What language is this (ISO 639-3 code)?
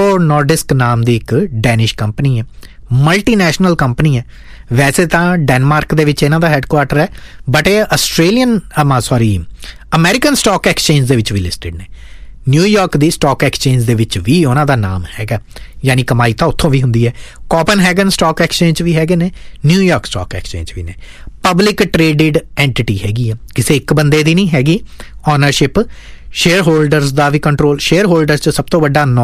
pan